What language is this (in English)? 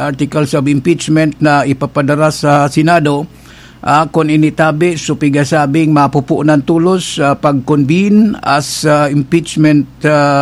Bikol